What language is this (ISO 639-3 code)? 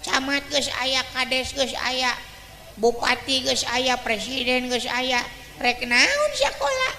sun